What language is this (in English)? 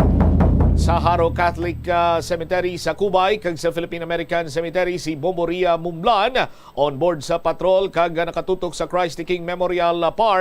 Hiligaynon